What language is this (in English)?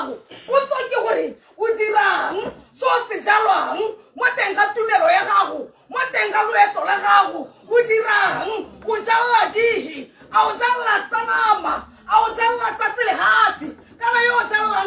Tswana